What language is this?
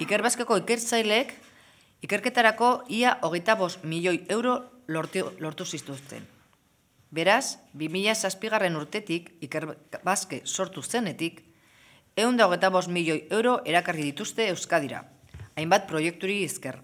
Basque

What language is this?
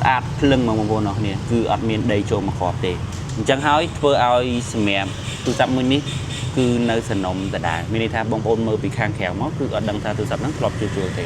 Khmer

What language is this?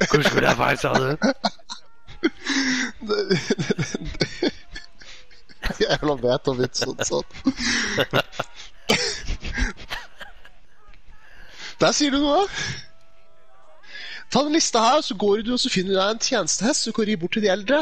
Norwegian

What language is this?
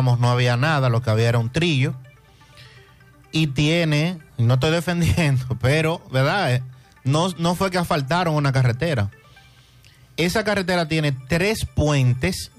Spanish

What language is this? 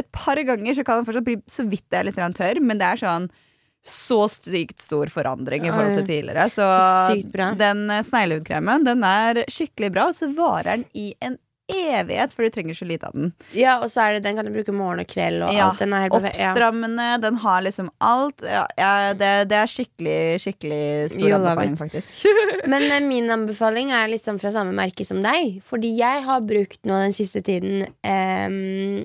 Norwegian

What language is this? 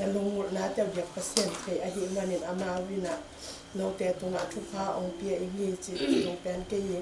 Tedim Chin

